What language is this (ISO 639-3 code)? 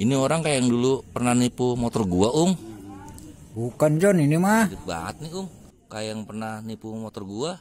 bew